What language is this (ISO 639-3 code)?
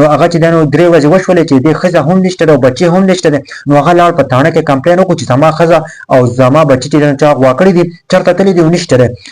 pus